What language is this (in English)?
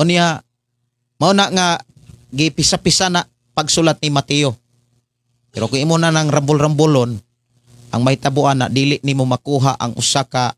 Cebuano